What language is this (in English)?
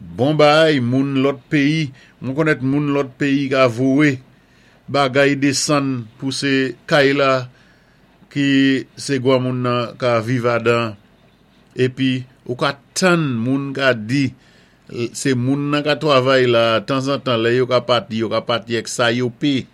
Saint Lucian Creole French